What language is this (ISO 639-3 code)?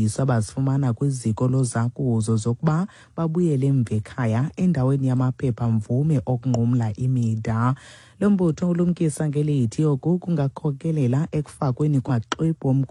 xho